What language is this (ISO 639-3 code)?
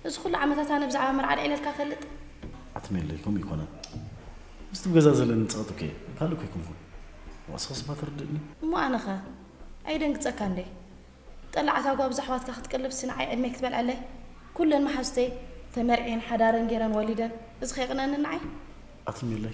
tir